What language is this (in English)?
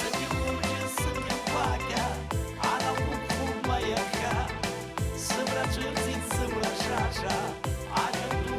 Abkhazian